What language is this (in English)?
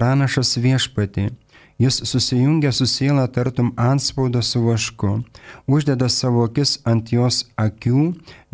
Lithuanian